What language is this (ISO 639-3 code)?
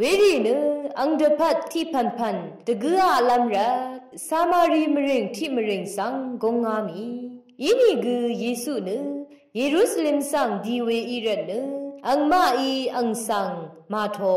raw